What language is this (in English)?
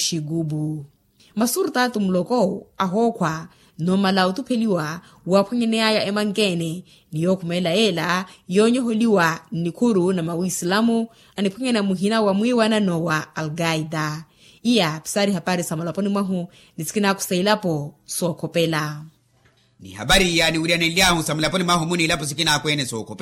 Makhuwa